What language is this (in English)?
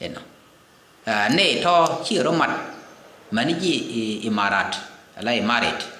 Nuer